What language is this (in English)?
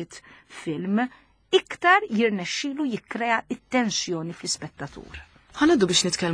Maltese